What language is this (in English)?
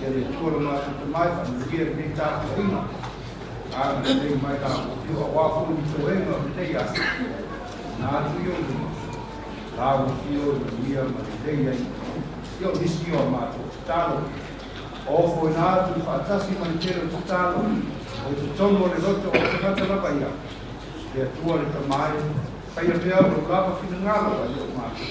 Samoan